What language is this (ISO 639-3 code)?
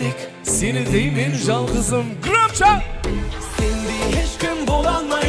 kaa